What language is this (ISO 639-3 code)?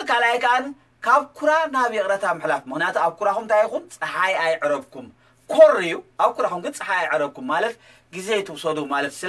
tir